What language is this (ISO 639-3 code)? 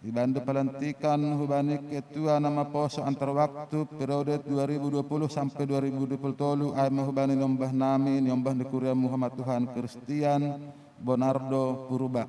bts